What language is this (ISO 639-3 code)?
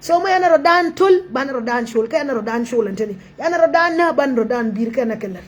nus